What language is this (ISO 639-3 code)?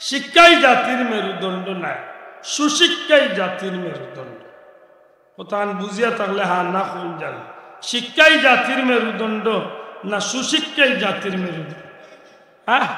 syl